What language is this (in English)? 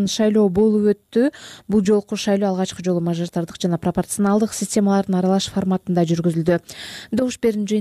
Kyrgyz